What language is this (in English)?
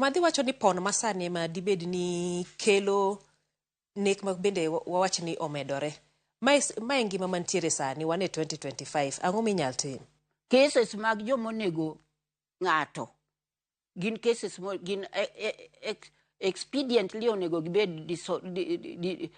Luo (Kenya and Tanzania)